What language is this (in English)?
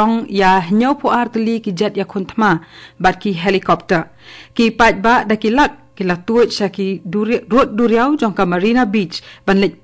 Khasi